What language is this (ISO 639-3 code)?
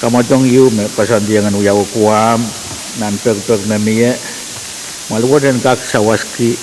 pon